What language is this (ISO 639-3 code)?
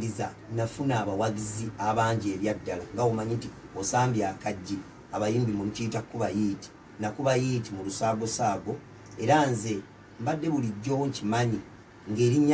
lug